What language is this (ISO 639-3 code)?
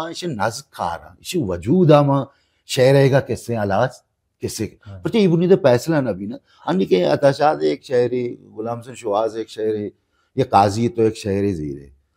bal